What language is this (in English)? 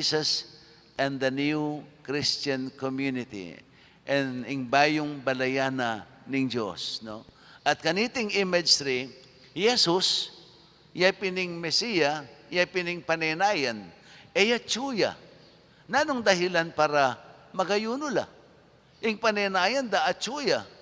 Pampanga